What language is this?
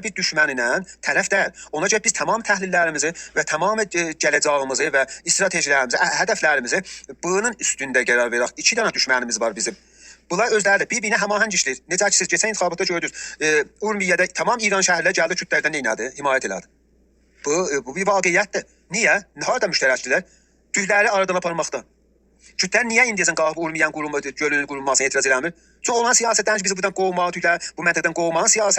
South Azerbaijani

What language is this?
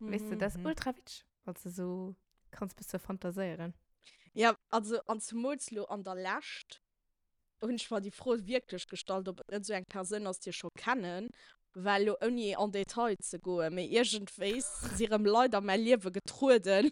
Luxembourgish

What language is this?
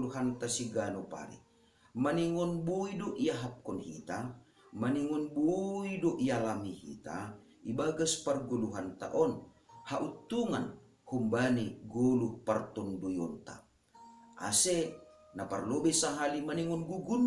Batak Simalungun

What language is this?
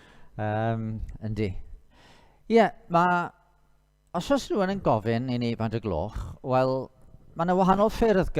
Welsh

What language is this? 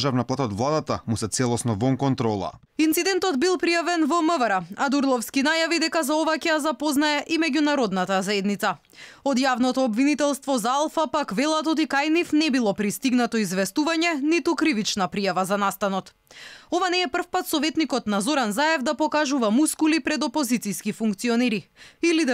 Macedonian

